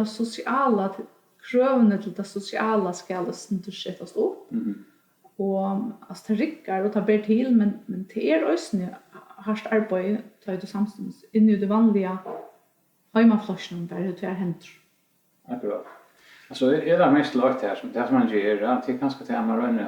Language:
Faroese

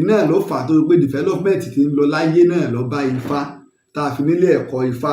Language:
Yoruba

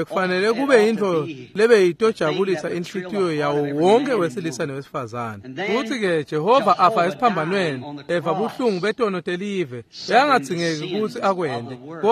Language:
Swati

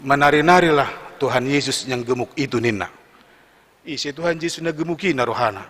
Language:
Batak Toba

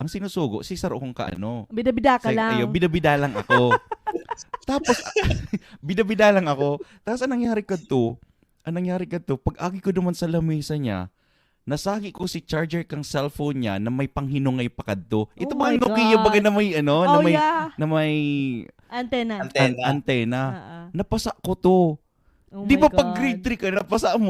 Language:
Bikol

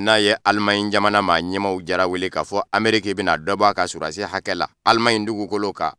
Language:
Bambara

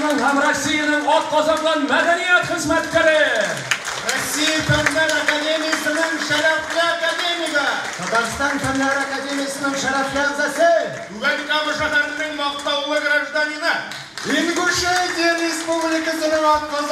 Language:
Tatar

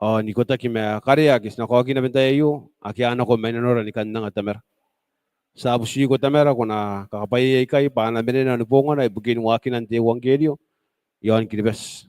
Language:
Gilbertese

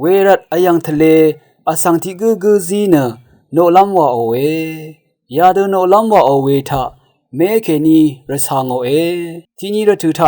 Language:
Rawang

